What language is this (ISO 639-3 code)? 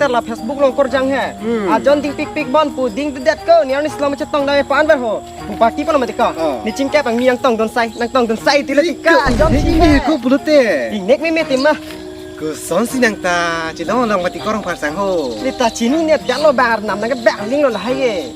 mjw